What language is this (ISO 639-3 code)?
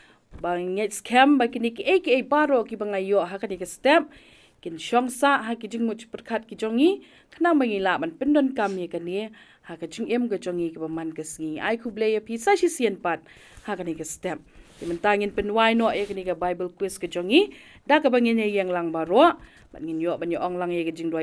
kha